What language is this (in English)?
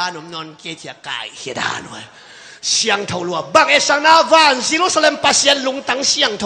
Tedim Chin